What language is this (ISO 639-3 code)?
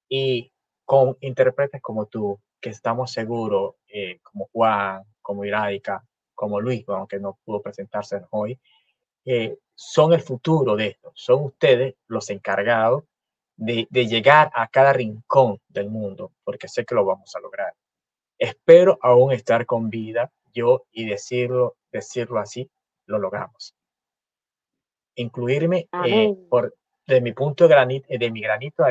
spa